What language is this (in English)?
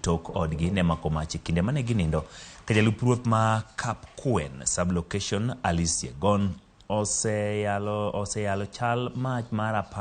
Luo (Kenya and Tanzania)